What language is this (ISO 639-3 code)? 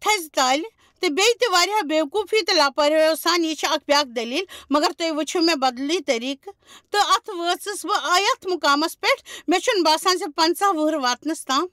kas